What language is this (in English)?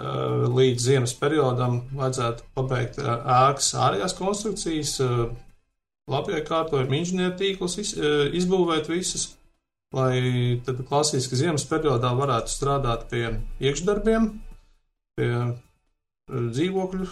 Latvian